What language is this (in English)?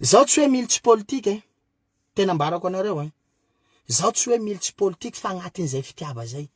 Malagasy